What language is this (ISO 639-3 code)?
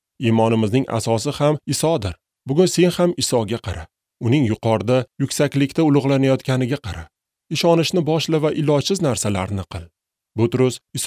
uzb